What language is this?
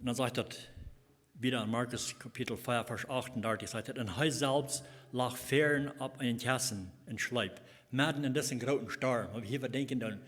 Plautdietsch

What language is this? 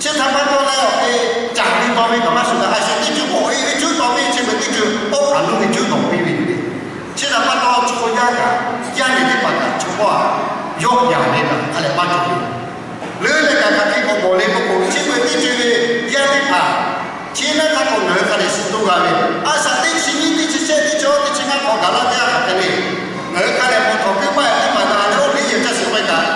Lahu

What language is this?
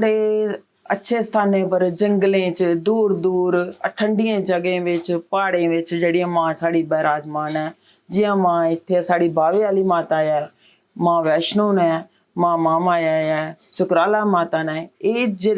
Dogri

